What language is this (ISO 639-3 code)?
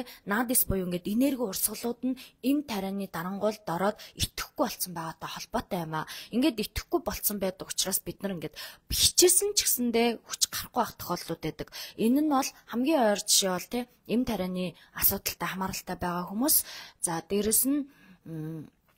mon